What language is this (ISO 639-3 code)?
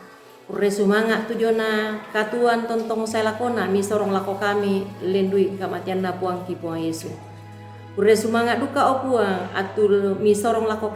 sda